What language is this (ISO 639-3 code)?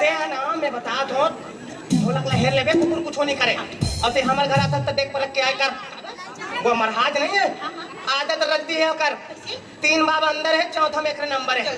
hne